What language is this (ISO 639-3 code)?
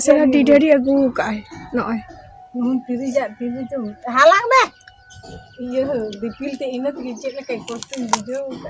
sat